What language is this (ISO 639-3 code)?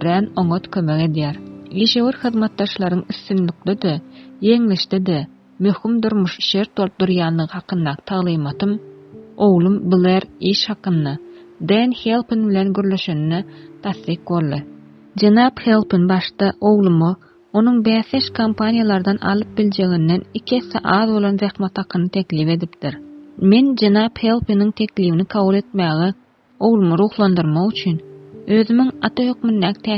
tuk